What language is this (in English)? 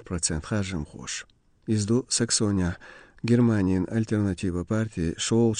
Chechen